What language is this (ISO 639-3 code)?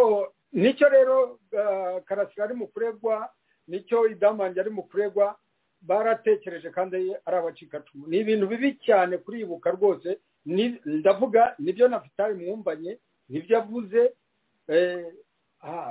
kin